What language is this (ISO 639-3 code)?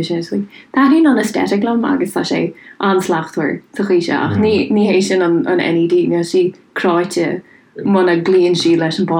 gle